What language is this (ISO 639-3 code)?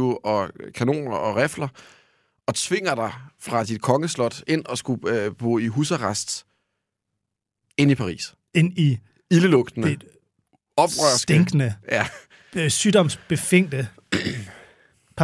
dan